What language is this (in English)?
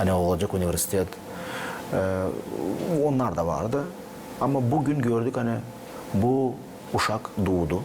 Gagauz